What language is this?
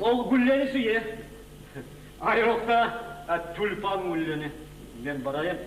Kumyk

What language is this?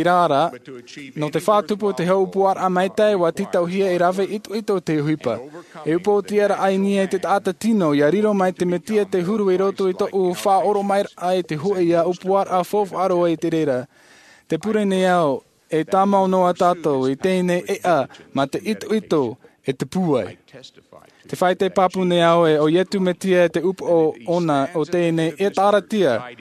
Tahitian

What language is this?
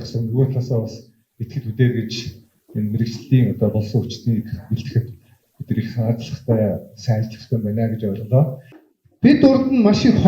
Mongolian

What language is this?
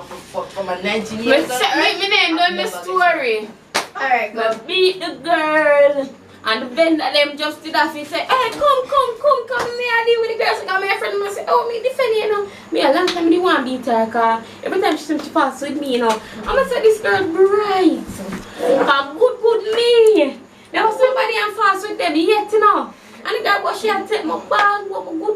Jamaican Creole English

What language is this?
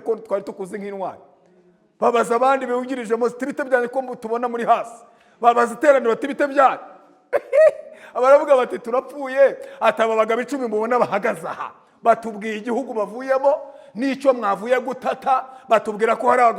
Kinyarwanda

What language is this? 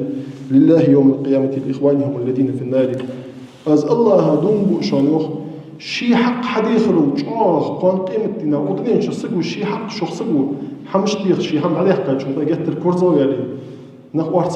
Ingush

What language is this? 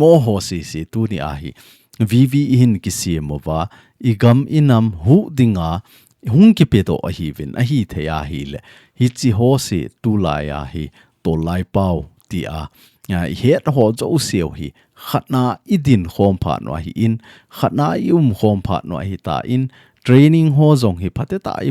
Thado Chin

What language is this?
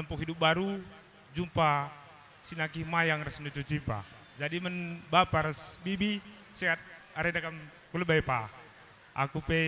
Batak Karo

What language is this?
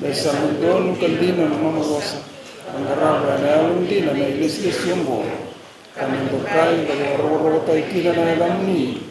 Fijian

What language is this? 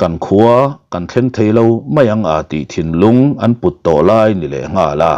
Mizo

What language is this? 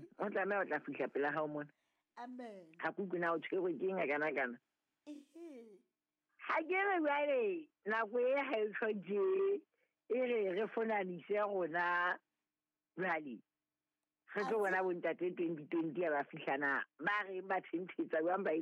Southern Sotho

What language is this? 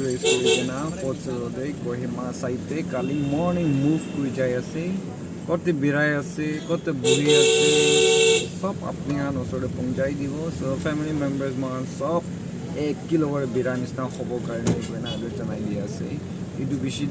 Naga Pidgin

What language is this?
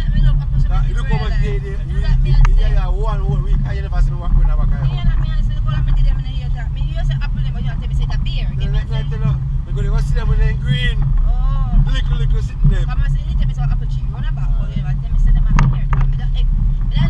Jamaican Creole English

